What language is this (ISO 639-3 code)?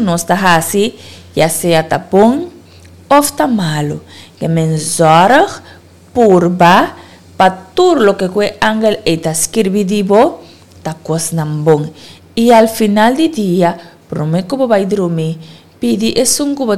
pap